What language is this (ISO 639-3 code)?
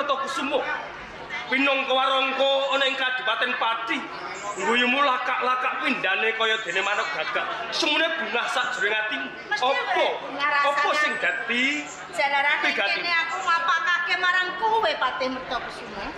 jav